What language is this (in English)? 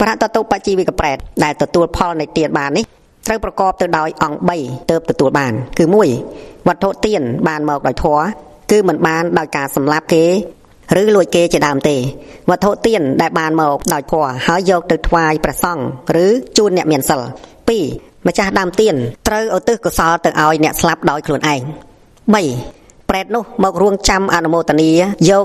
Khmer